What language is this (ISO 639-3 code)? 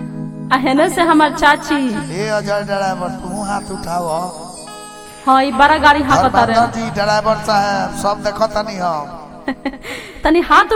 bho